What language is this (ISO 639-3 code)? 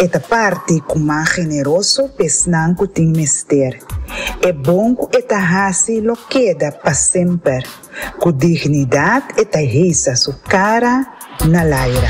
pap